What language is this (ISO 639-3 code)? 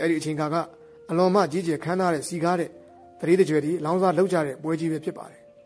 mya